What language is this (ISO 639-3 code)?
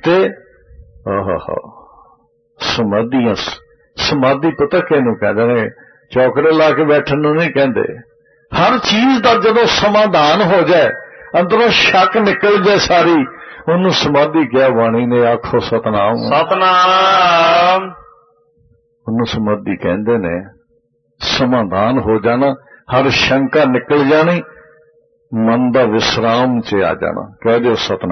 pan